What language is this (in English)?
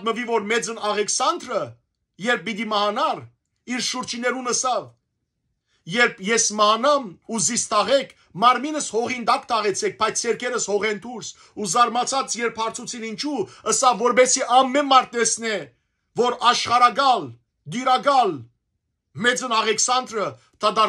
Western Armenian